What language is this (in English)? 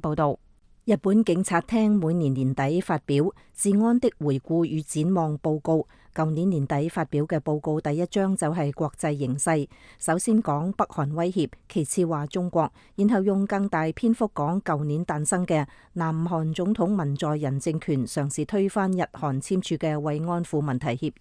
Cantonese